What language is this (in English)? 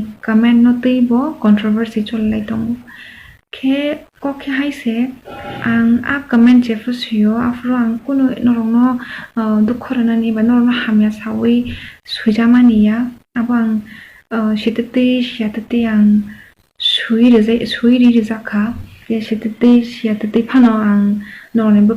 Kok Borok